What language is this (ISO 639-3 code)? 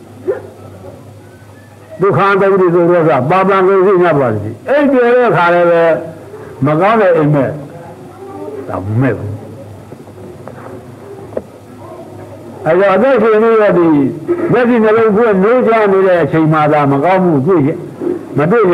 mya